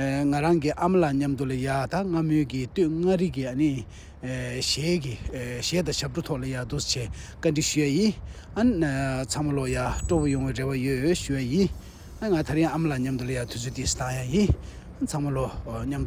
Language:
Tibetan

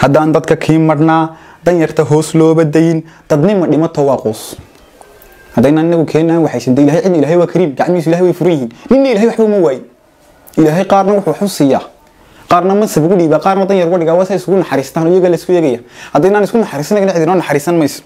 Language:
Somali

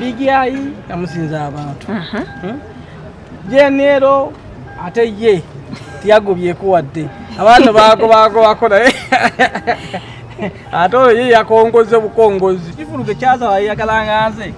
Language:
Ganda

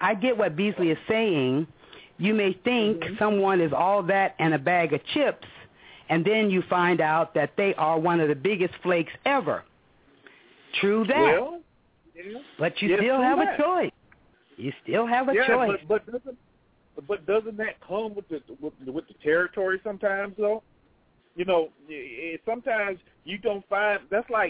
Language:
English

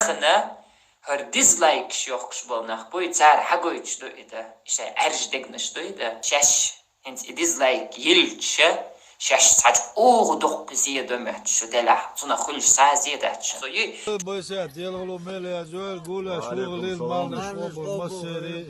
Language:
Chechen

